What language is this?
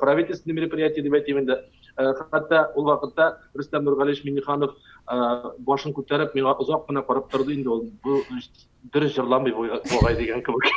Tatar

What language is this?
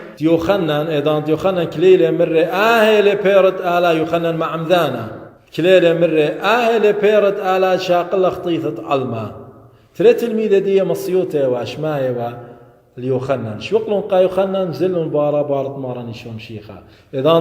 Assyrian Neo-Aramaic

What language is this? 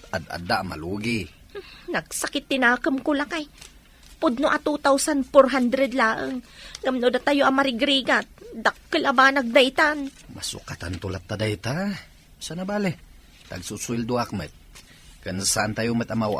Iloko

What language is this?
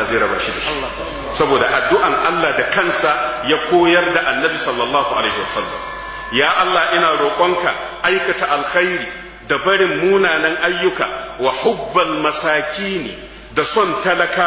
Hausa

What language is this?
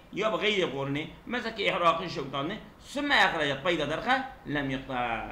Kurdish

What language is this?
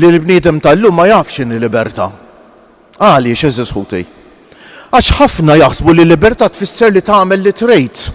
Maltese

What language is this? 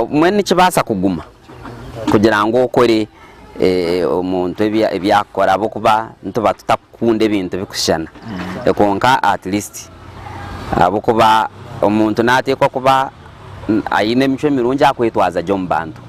Nyankole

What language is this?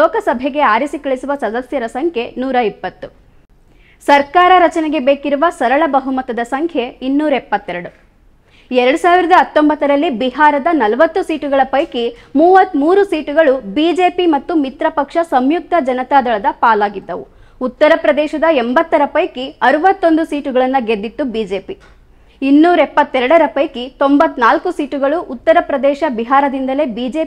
Kannada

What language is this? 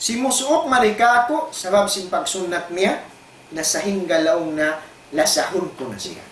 Tausug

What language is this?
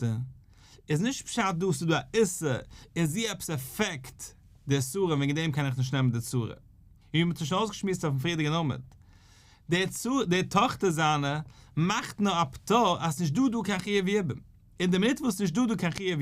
Yiddish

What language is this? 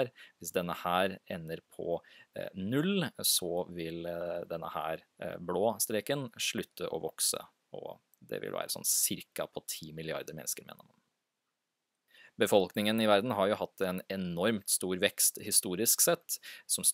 Norwegian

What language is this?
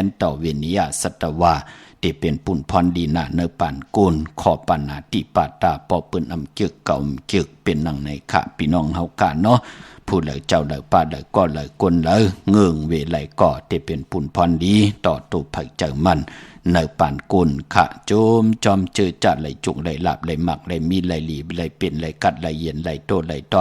Shan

